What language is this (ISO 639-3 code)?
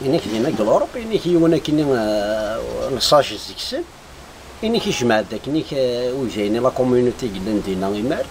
kab